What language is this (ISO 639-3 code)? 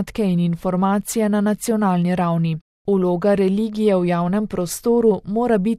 slv